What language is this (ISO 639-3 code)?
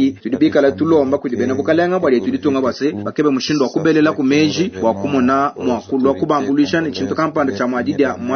lua